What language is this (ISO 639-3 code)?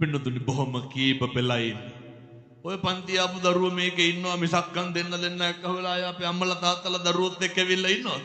sin